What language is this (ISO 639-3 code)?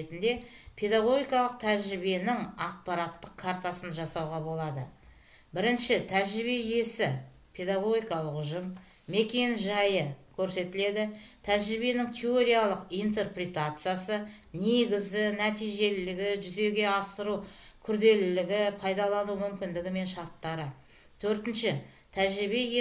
kaz